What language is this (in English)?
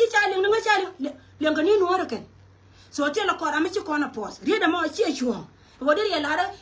Nuer